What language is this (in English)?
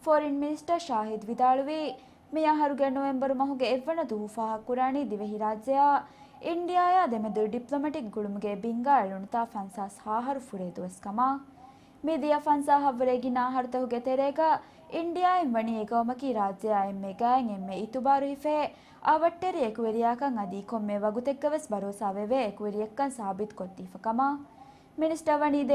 Divehi